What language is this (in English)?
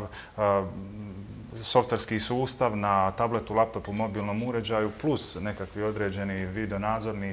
Bosnian